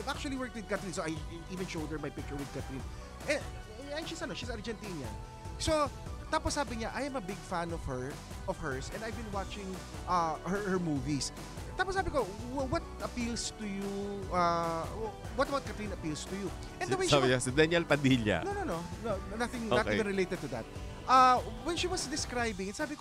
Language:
Filipino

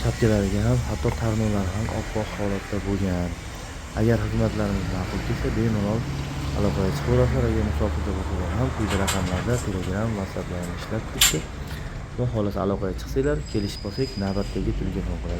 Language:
Uzbek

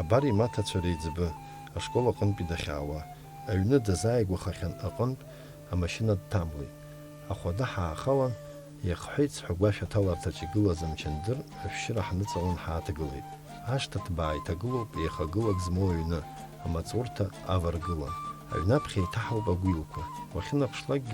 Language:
Abkhazian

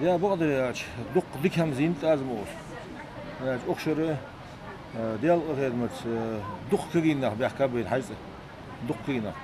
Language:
Ingush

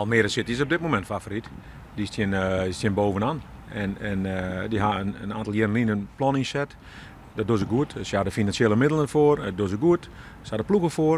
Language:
Western Frisian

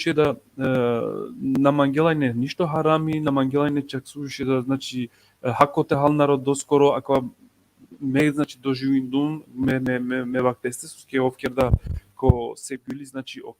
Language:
Balkan Romani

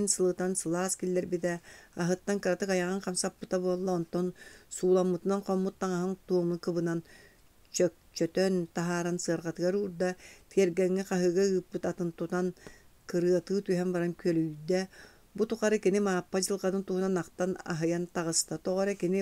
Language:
Yakut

